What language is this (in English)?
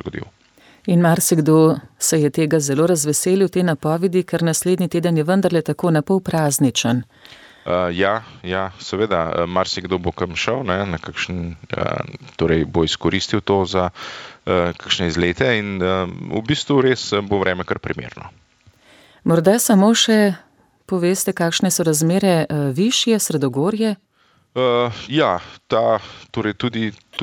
Slovenian